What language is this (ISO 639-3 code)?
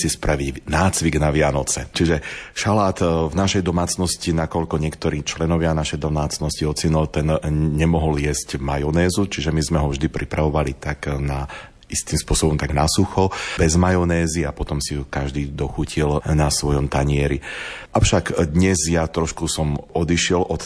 slk